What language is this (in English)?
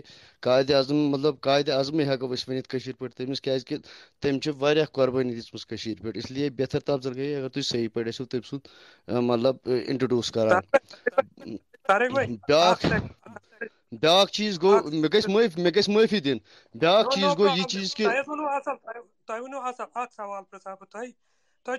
Kashmiri